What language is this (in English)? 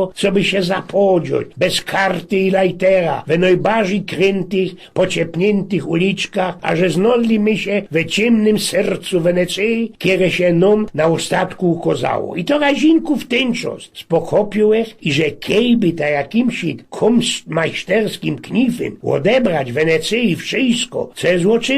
Silesian